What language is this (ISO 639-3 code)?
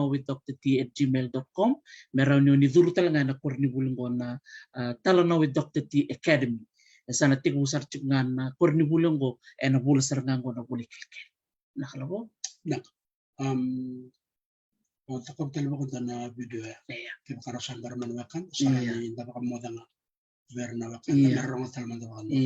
fij